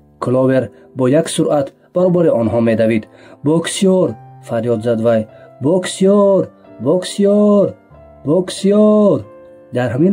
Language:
Tajik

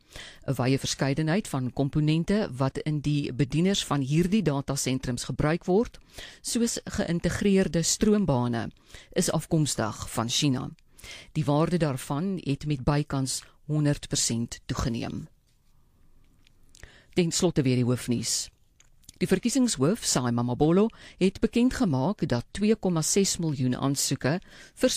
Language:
Afrikaans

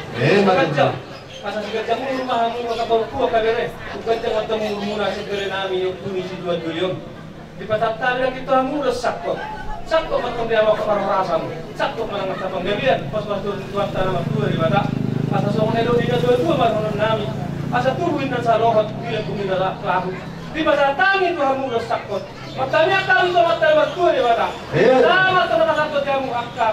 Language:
Batak Toba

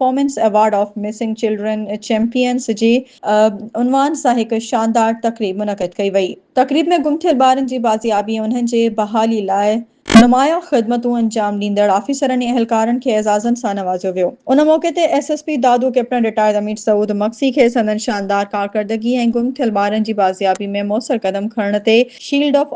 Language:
Sindhi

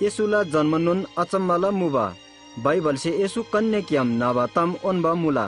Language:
Eastern Tamang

